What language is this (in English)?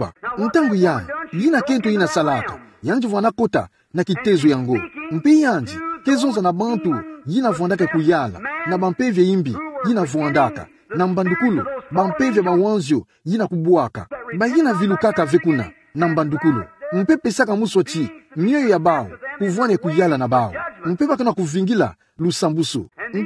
Kituba (Democratic Republic of Congo)